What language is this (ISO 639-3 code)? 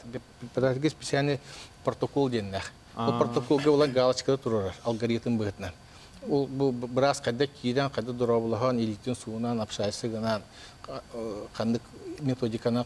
sah